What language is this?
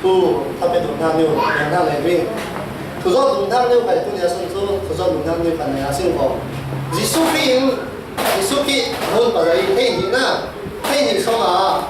Falam Chin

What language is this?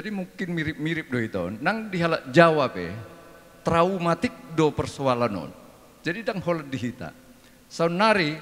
Batak Toba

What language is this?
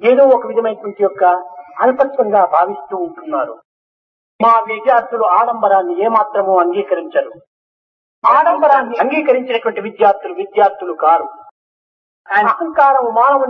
Telugu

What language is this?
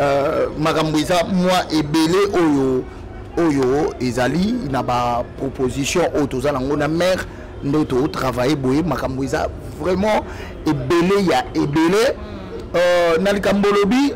Lingala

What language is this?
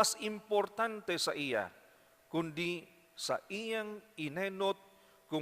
Bikol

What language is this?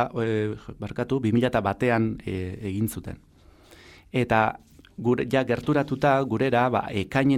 Basque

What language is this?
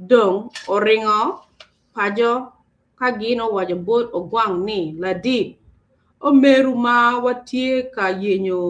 Acoli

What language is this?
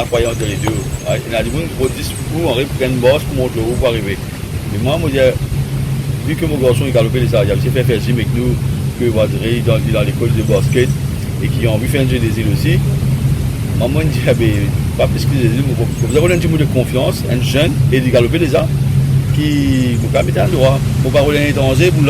Morisyen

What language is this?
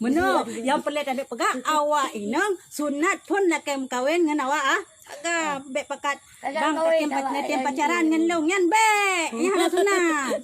Achinese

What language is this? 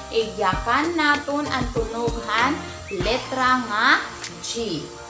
Waray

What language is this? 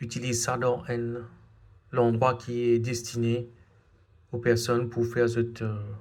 Morisyen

